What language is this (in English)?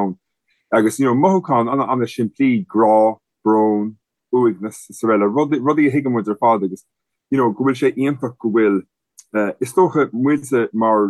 Irish